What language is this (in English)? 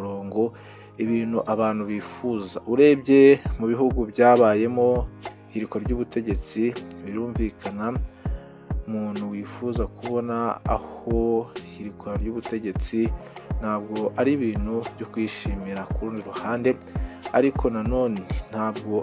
Kinyarwanda